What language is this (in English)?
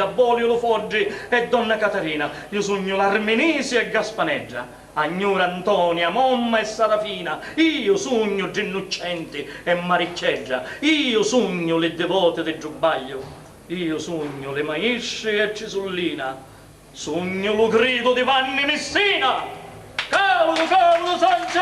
Sicilian